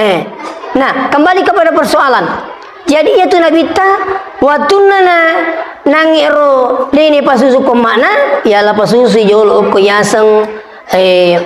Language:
Buginese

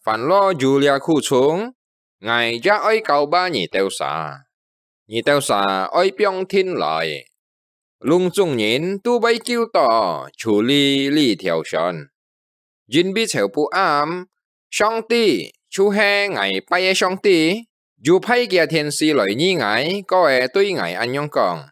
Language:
Hakka Chinese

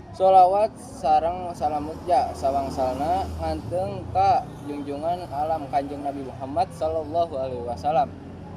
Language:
Sundanese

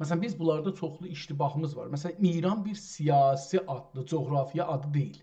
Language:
South Azerbaijani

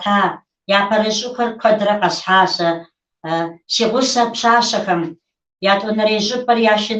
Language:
Kabardian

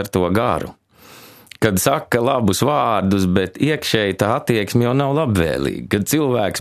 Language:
Latvian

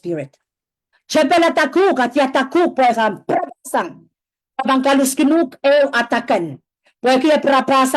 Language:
Pohnpeian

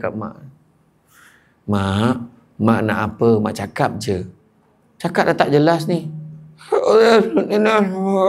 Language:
Malay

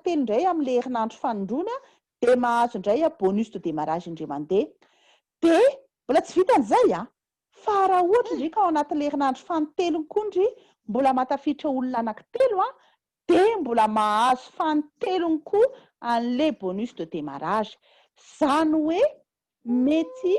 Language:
Malagasy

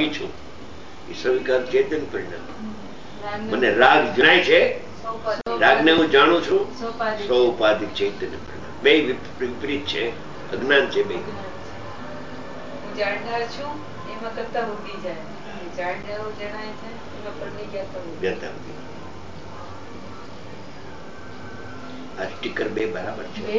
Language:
Gujarati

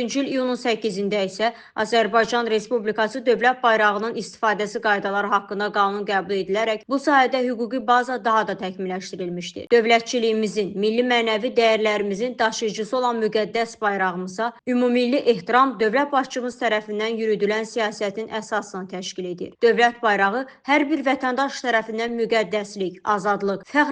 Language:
Azerbaijani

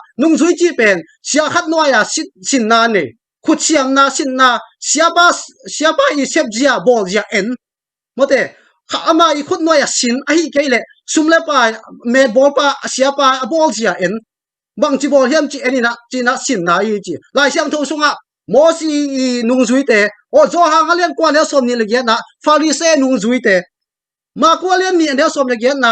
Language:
Tedim Chin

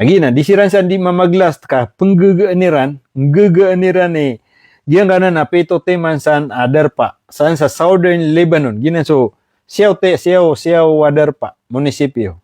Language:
Maranao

